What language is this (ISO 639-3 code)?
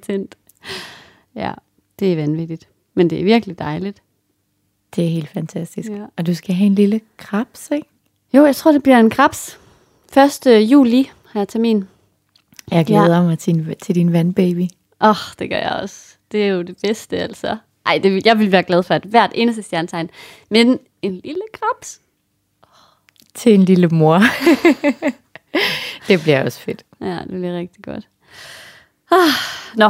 dan